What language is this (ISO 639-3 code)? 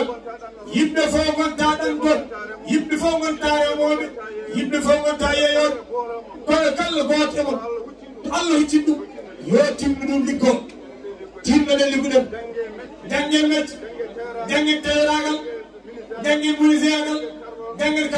ful